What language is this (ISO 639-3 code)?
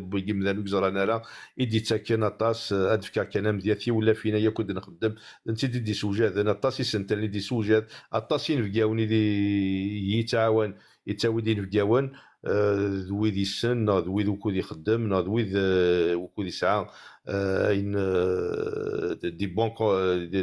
kab